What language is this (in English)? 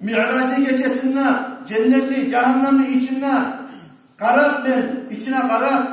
Kumyk